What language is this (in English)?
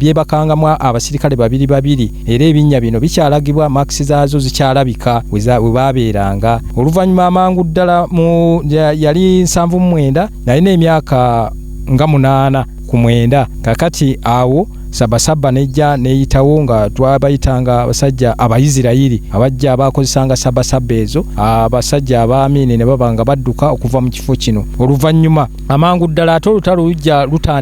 Ganda